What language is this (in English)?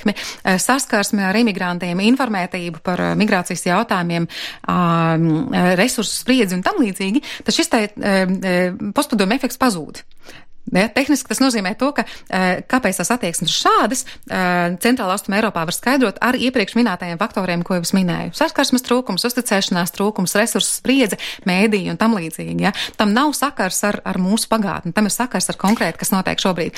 Latvian